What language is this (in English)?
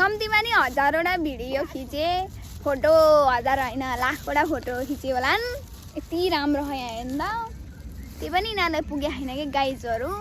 Nepali